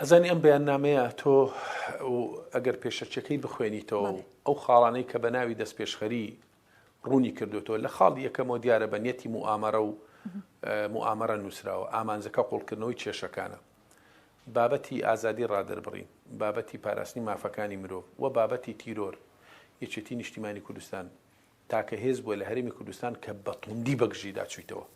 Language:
Central Kurdish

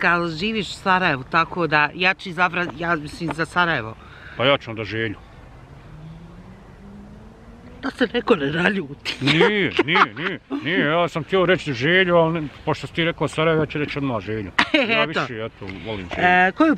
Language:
Bosnian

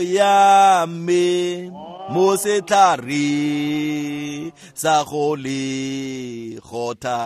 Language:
Tswana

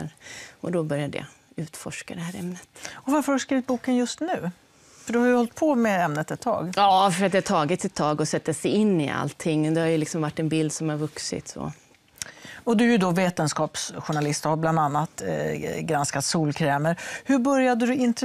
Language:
Swedish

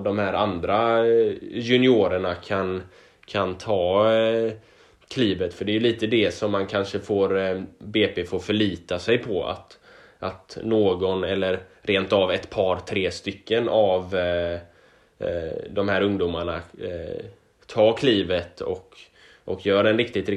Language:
Swedish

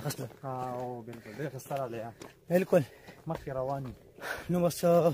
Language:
Pashto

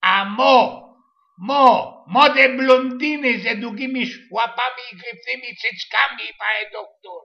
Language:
Silesian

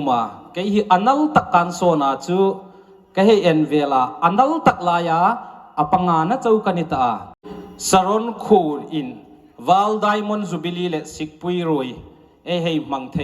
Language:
Hmar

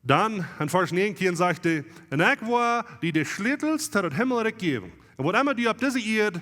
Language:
Plautdietsch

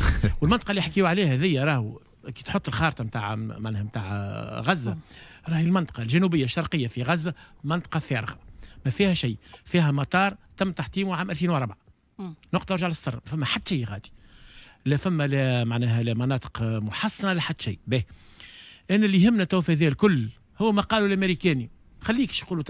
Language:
Tunisian Arabic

